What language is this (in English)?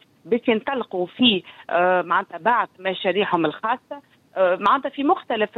Tunisian Arabic